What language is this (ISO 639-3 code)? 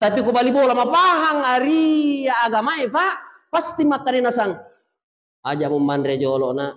bug